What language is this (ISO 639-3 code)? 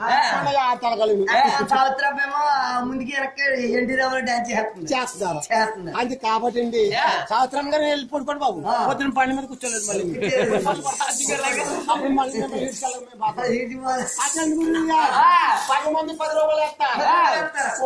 tel